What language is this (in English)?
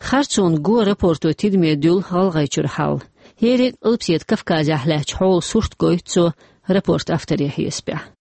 Chechen